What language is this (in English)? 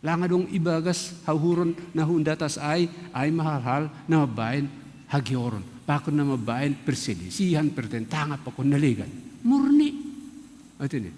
Batak Simalungun